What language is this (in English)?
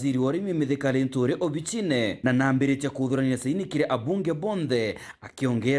Meru